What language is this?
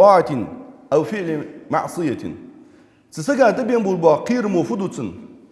Ingush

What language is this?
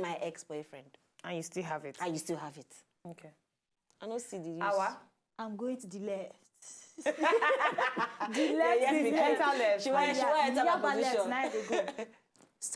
Nigerian Pidgin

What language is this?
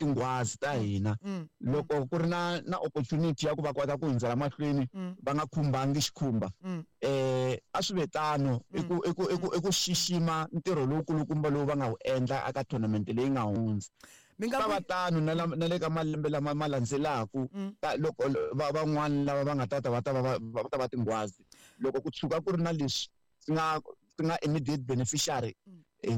Tsonga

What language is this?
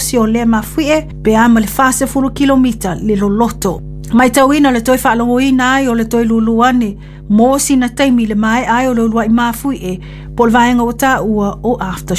Samoan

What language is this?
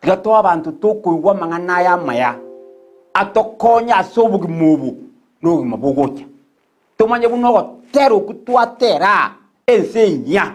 Gusii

